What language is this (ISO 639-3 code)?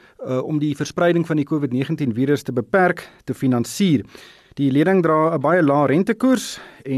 afr